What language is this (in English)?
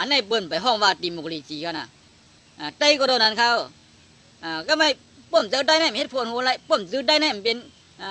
Shan